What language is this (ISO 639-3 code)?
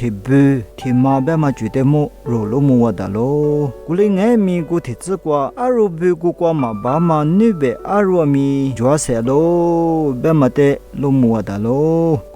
lis